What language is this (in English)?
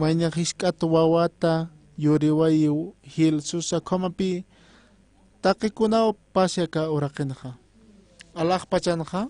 Aymara